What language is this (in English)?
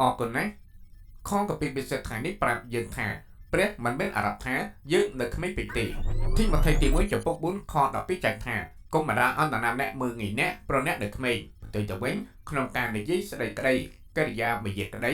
Khmer